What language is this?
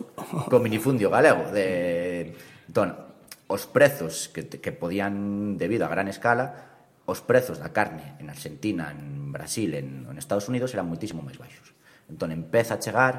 Galician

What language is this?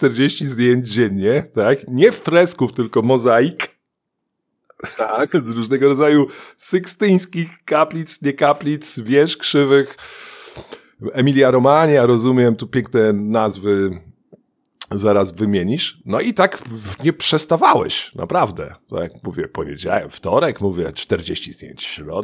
Polish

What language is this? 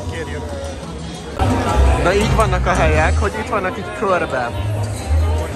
Hungarian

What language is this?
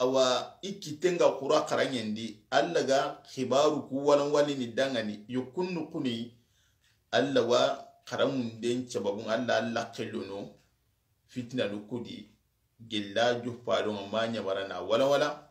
Soninke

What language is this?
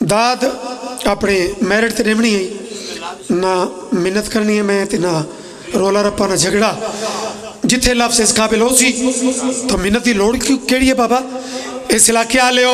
Pahari-Potwari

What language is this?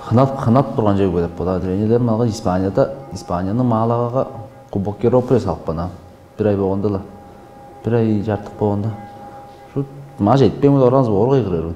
Tuvinian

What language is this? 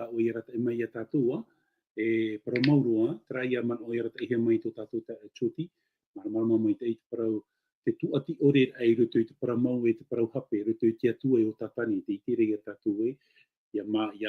Tahitian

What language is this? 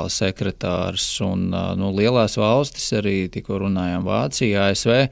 Latvian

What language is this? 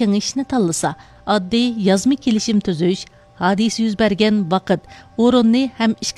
Uyghur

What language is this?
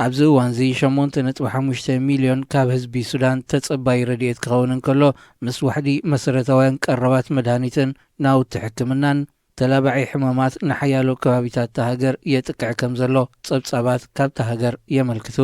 Tigrinya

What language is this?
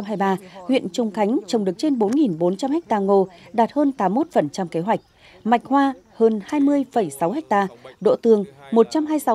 Vietnamese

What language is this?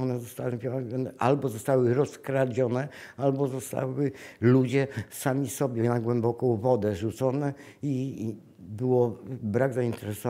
Polish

